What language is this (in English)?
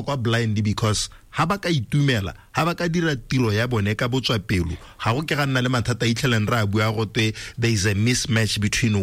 Tswana